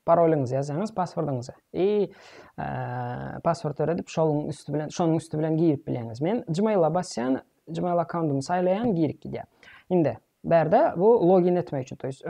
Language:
Turkmen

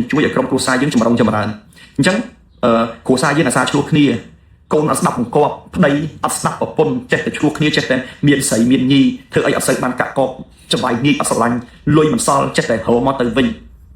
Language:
Khmer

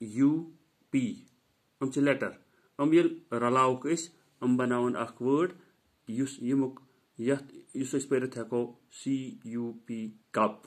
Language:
Kashmiri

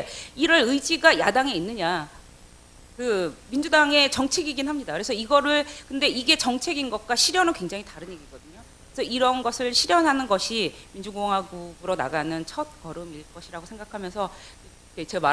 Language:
Korean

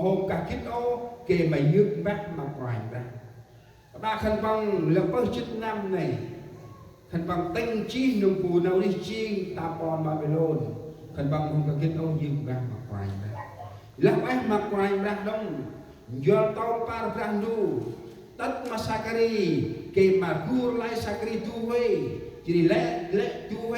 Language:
Central Mnong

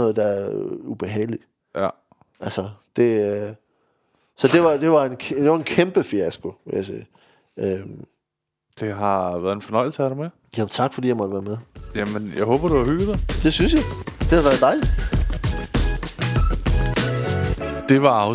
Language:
Danish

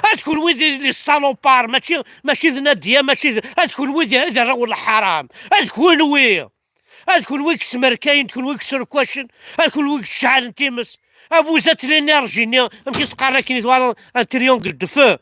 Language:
Kabyle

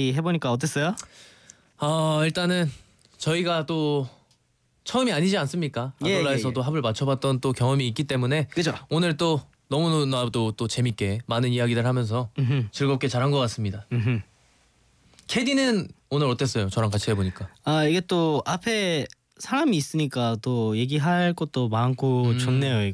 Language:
Korean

